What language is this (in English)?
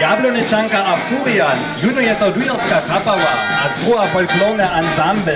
Upper Sorbian